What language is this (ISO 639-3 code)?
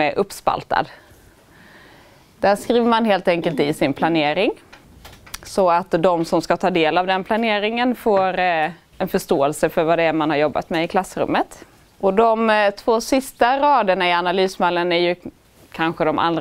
swe